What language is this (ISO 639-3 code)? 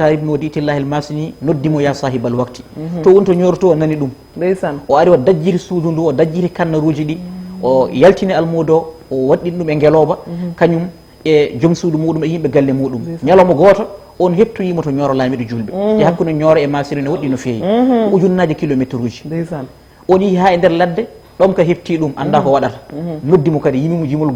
ful